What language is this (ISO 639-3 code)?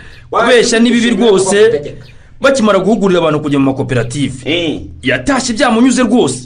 kin